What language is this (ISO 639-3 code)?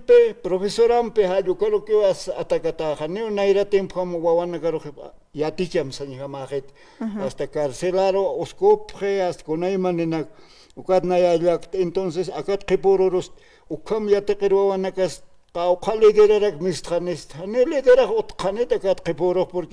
aym